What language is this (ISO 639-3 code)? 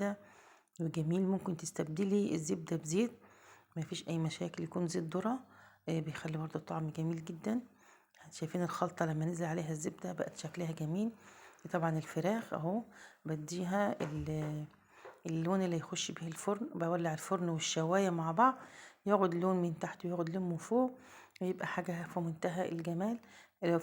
arz